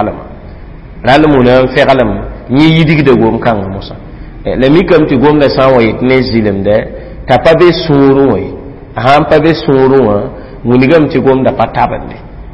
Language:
Mossi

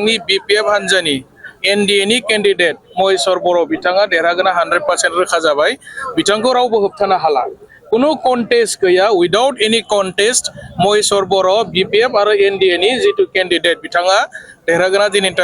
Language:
Bodo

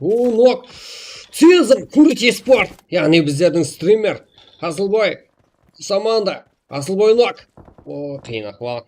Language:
Kara-Kalpak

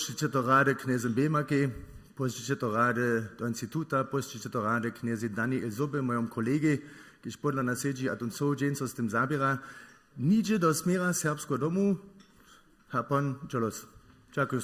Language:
Upper Sorbian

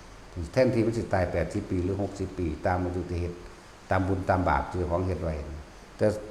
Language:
Northeastern Thai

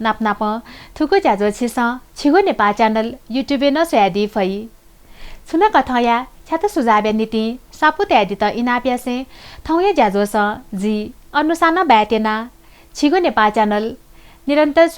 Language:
Newari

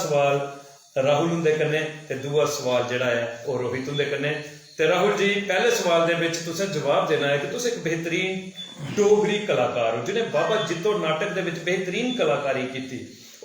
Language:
Dogri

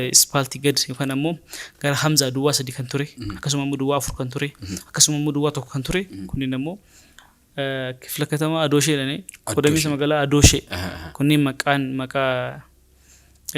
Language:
Oromo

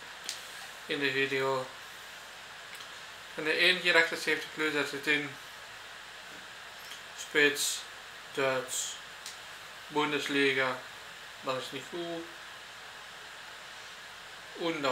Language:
Dutch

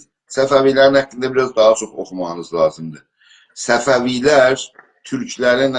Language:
South Azerbaijani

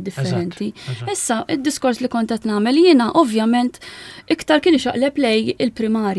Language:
Maltese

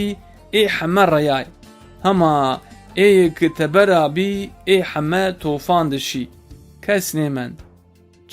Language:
Zaza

